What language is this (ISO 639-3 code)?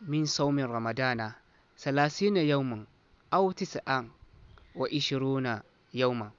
dje